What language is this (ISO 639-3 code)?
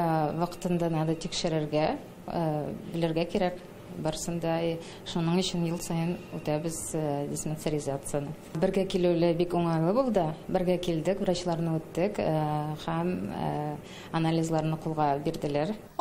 tat